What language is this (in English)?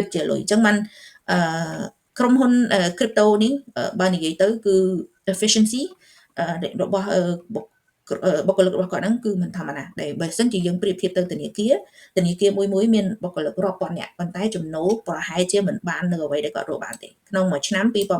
Khmer